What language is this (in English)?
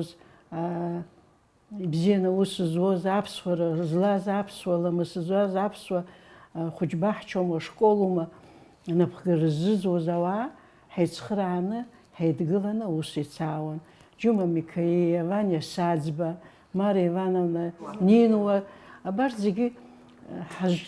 Abkhazian